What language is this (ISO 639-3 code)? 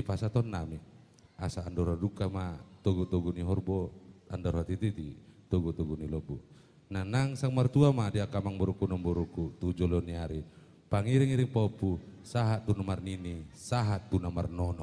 bbc